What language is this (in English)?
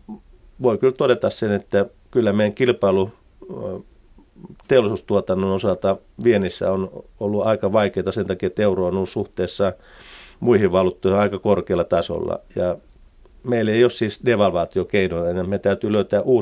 Finnish